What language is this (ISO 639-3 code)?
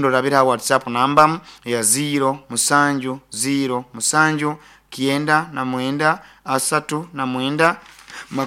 nyo